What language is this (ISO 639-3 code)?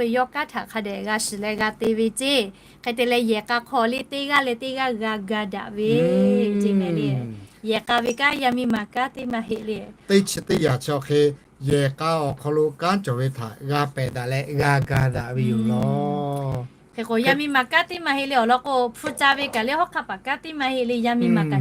lhu